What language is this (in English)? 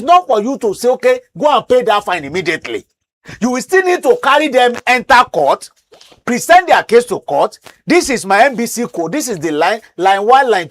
Nigerian Pidgin